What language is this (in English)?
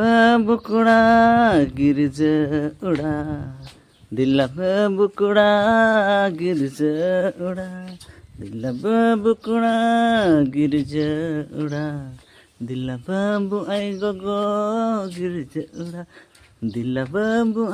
Santali